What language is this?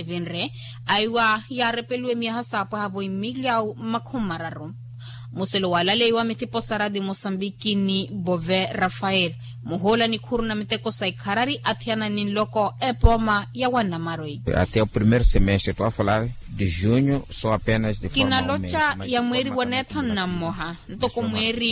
Makhuwa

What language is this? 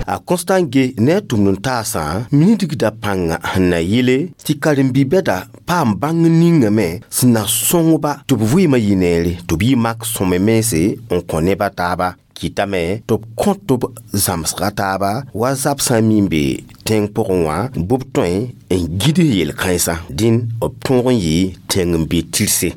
Mossi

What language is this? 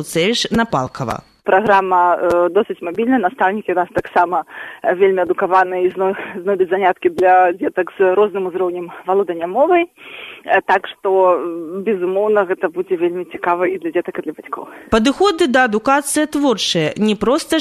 Belarusian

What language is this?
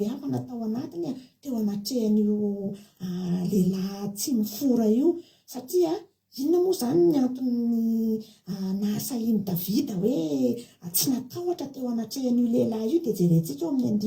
Malagasy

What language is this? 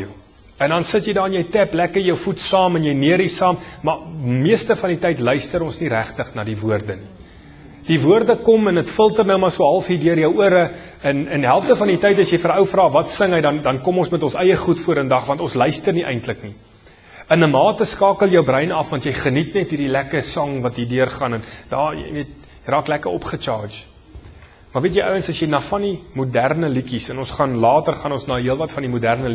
Afrikaans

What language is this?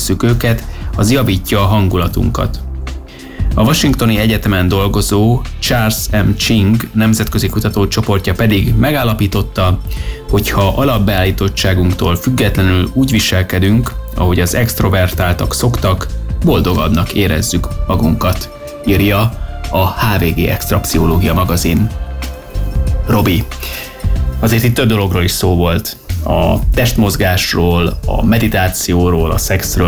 Hungarian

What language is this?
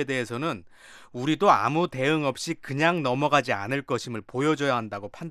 Korean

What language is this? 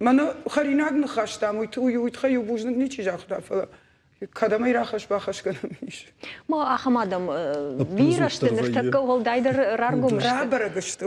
Ossetic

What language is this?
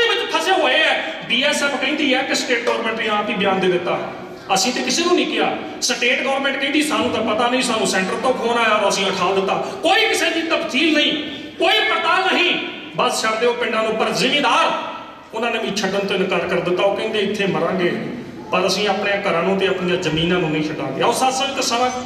Punjabi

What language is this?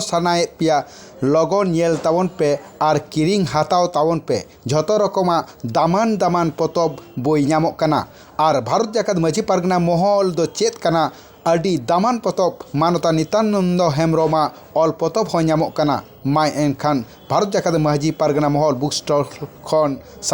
Santali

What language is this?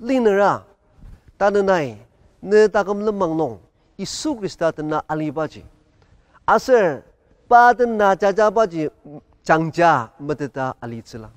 Ao Naga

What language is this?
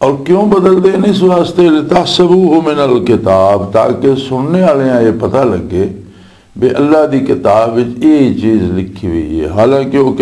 Western Panjabi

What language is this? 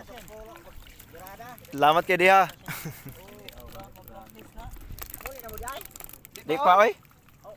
Cebuano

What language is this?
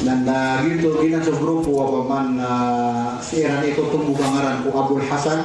Maranao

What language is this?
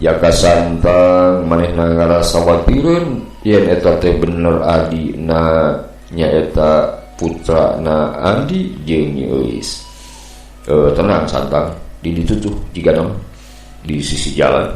Sundanese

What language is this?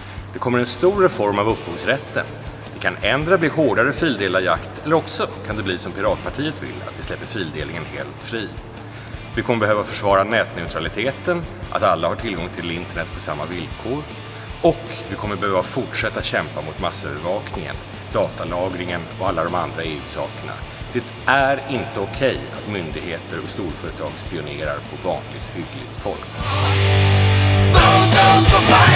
Swedish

